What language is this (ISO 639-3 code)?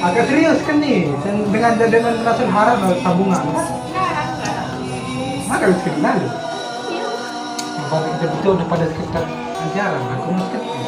sas